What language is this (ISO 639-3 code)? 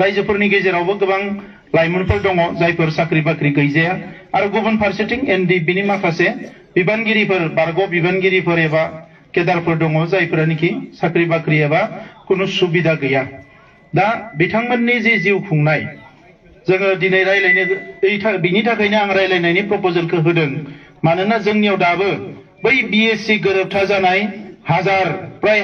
brx